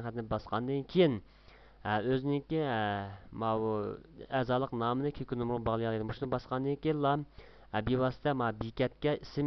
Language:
Uyghur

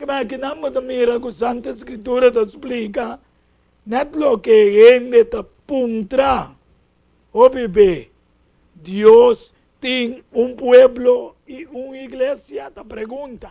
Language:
Papiamento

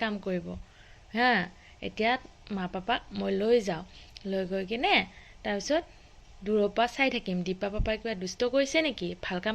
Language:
Assamese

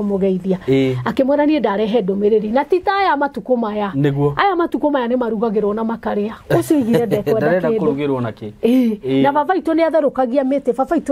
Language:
Kikuyu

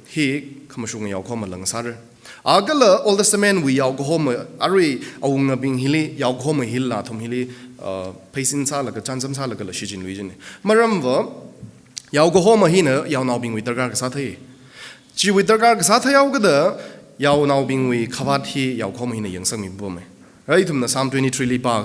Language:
Tangkhul Naga (India)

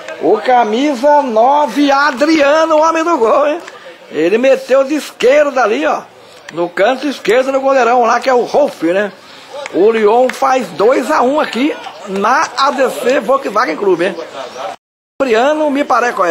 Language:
Portuguese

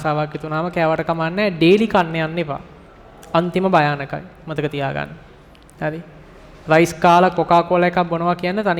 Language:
Sinhala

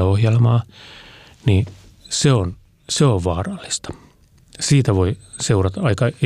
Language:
Finnish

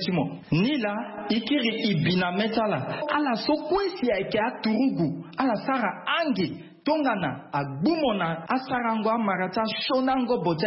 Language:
Sango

